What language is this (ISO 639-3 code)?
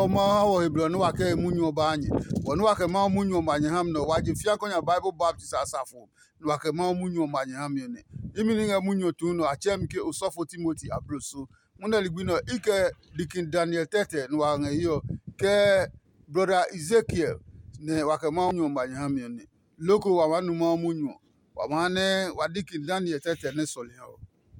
ada